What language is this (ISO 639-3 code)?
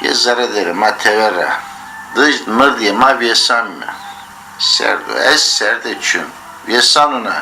zza